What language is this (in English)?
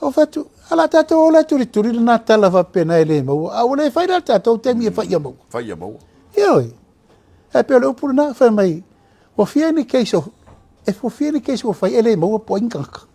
Samoan